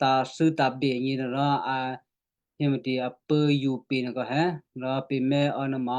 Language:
Western Kayah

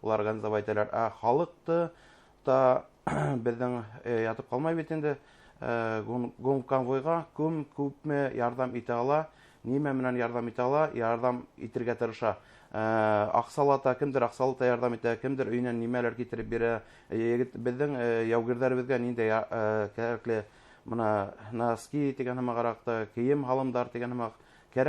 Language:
Bashkir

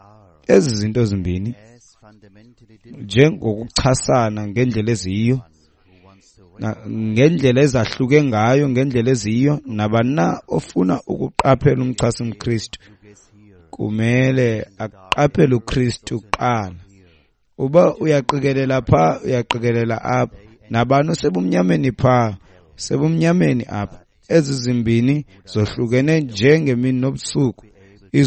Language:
Xhosa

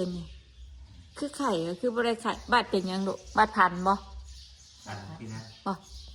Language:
Northeastern Thai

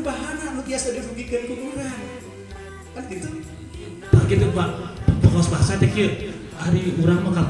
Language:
Sundanese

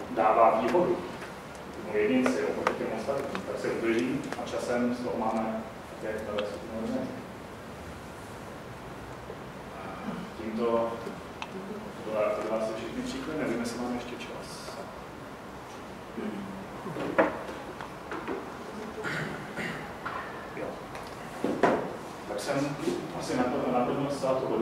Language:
Czech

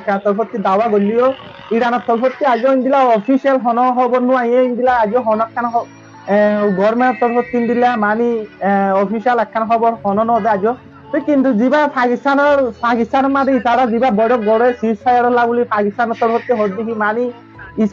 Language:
Rohingya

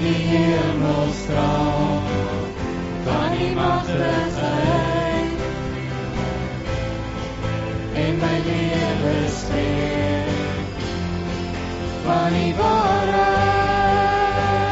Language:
Afrikaans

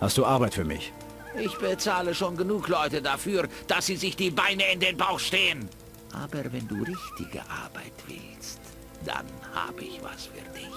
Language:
Bavarian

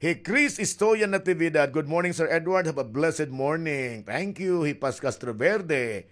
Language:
Waray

